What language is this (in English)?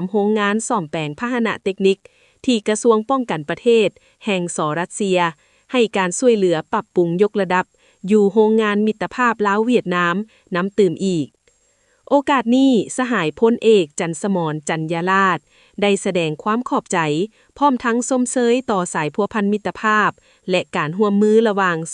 Lao